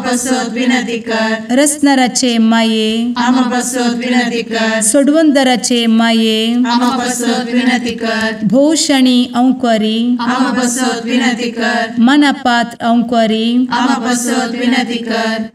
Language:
Konkani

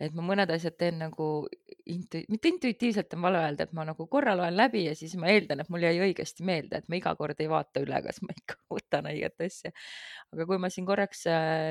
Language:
Estonian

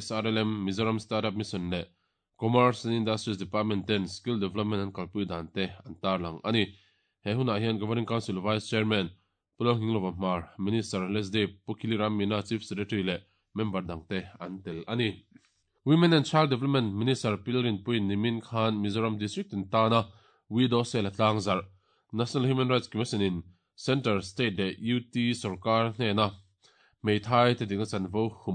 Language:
Mizo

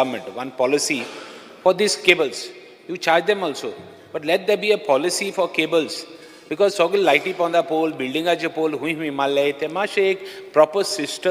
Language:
Konkani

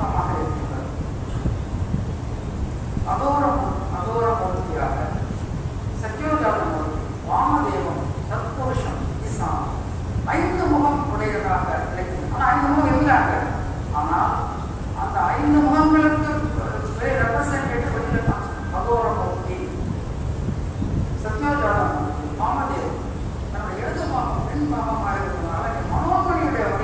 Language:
Tamil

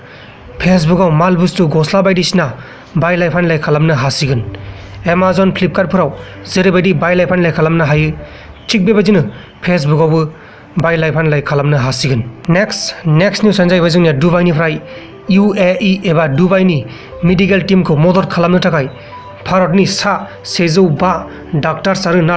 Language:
Bodo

